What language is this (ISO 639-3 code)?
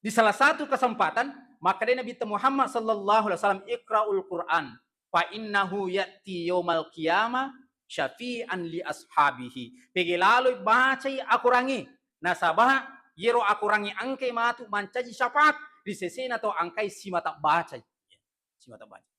bug